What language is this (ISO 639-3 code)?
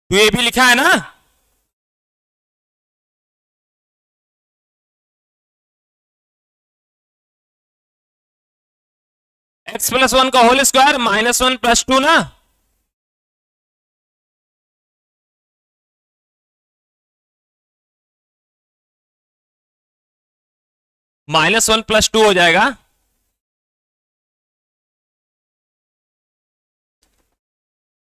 hin